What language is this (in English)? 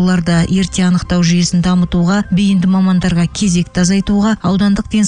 Kazakh